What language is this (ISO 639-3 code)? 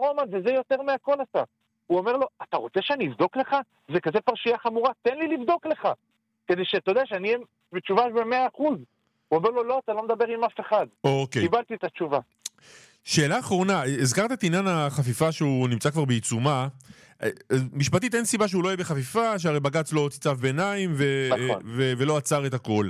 heb